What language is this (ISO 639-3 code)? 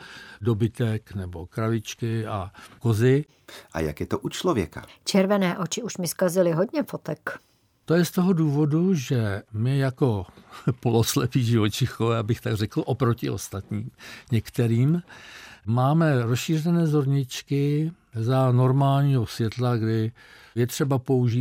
ces